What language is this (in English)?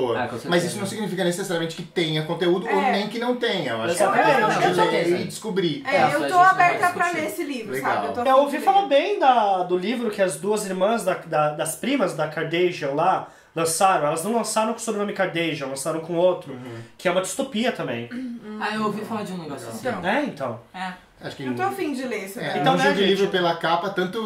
Portuguese